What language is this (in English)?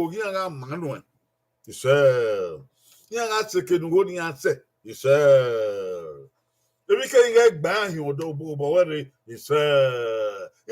Bini